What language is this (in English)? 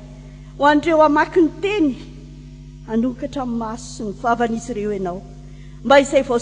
Malagasy